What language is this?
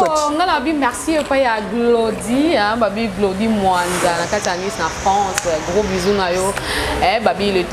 Lingala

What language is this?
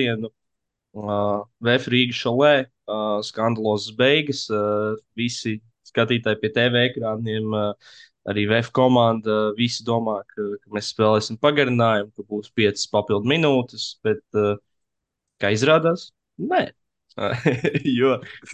Latvian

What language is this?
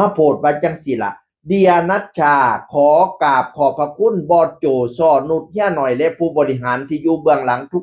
Northeastern Thai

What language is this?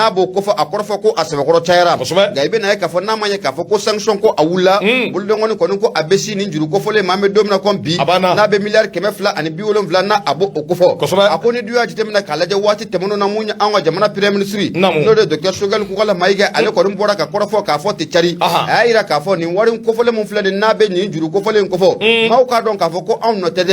Bambara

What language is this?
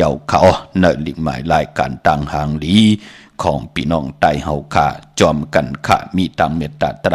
Shan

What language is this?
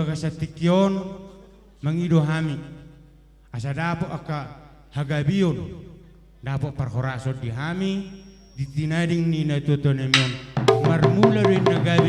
Batak Toba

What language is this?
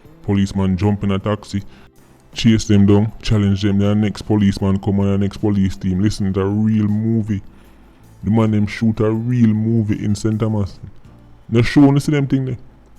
Jamaican Creole English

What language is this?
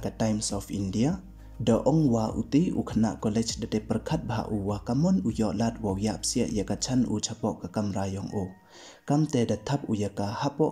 Pnar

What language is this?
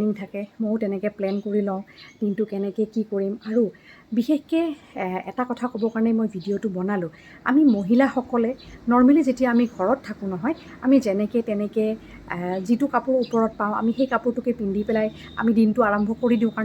Assamese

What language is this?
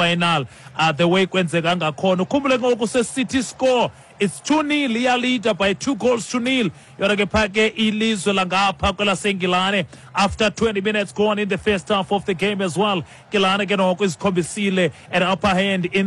Xhosa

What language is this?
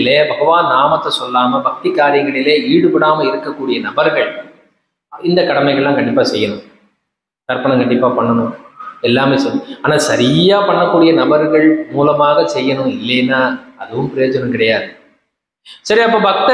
Tamil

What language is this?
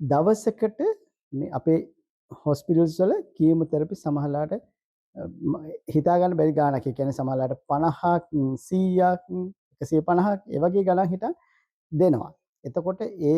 Sinhala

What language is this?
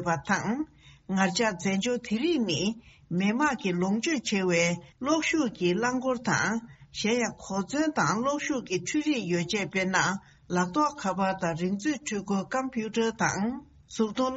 Tibetan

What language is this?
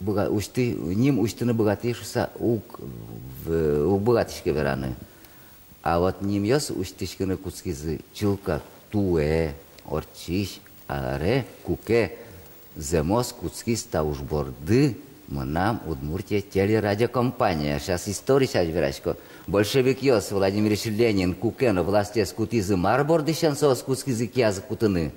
Udmurt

